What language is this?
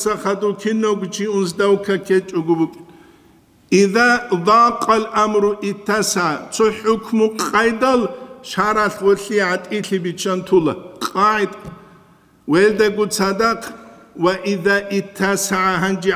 Avaric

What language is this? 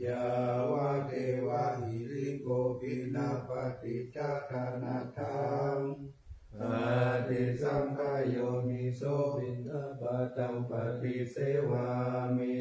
Pali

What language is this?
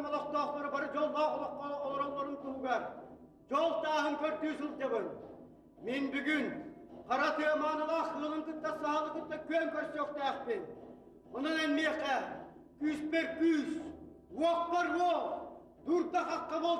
Yakut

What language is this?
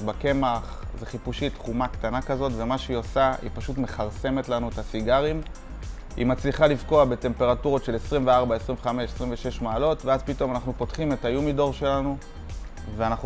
Hebrew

